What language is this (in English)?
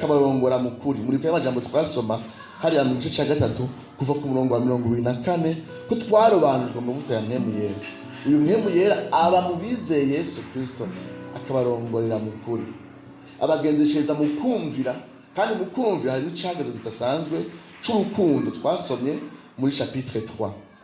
Rundi